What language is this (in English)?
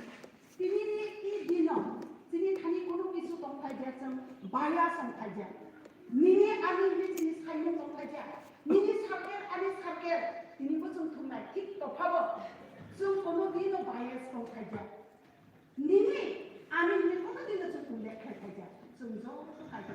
Kok Borok